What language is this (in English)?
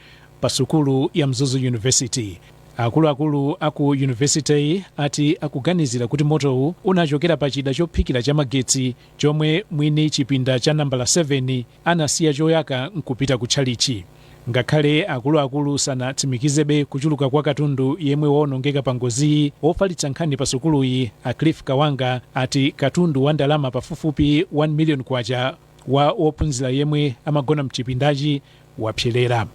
Nyanja